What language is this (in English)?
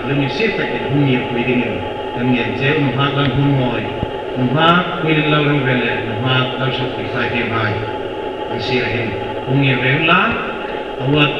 Hmar